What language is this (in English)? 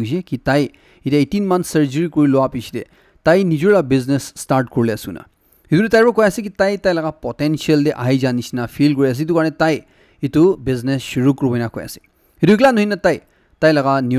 Naga Pidgin